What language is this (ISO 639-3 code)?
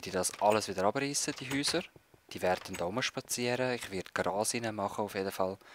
gsw